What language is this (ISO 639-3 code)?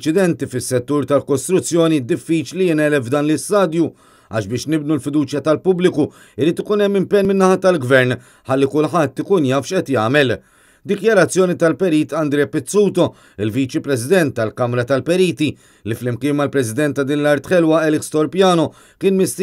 mlt